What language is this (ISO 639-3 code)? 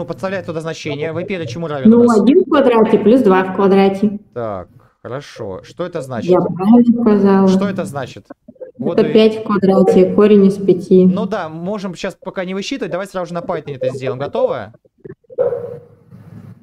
rus